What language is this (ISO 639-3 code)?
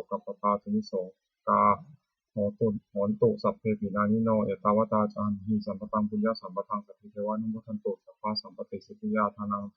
pli